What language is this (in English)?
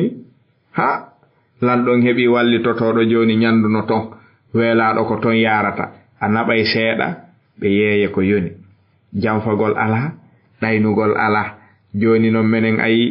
Fula